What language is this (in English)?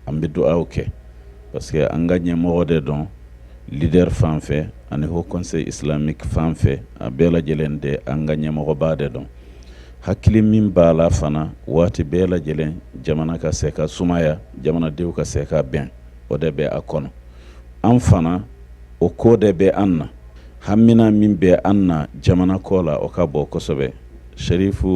Bambara